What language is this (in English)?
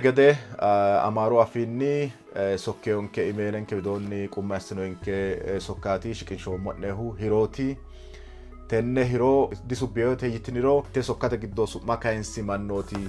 Sidamo